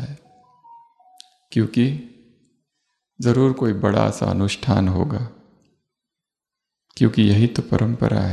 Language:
Hindi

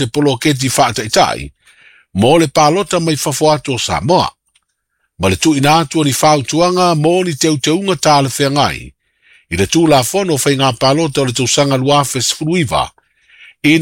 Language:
Samoan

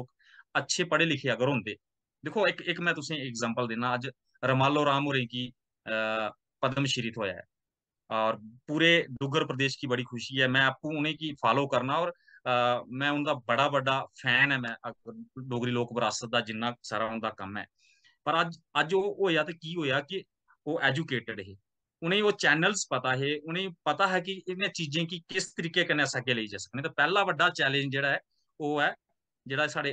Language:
Dogri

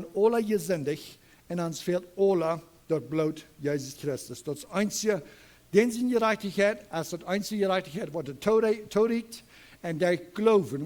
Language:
Plautdietsch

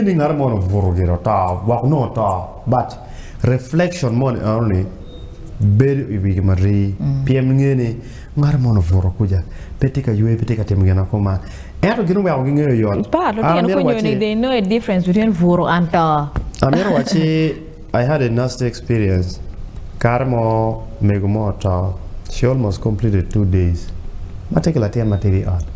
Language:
Acoli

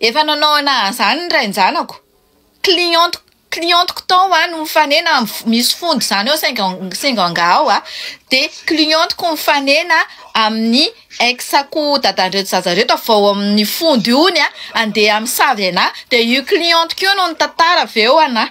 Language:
Malagasy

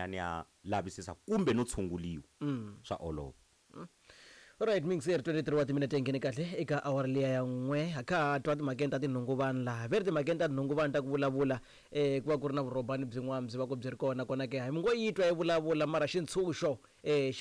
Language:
Tsonga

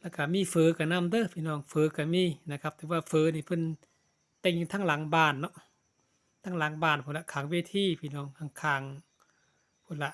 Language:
Northeastern Thai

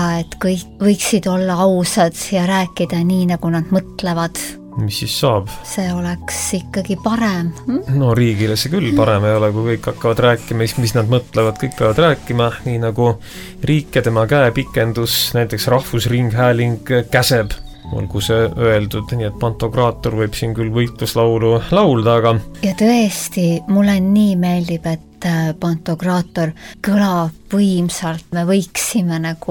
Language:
Estonian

